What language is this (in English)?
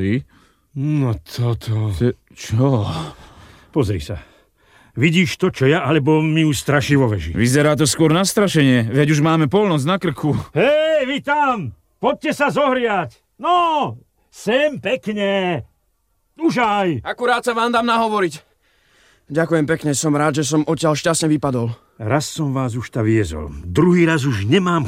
Slovak